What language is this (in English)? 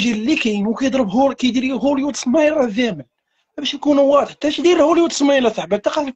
Moroccan Arabic